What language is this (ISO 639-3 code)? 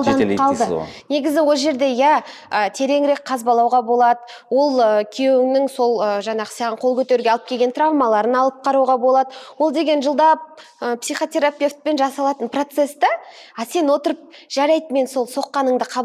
kaz